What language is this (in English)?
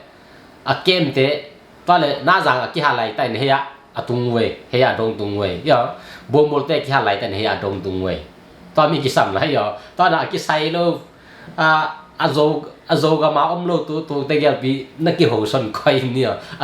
Tedim Chin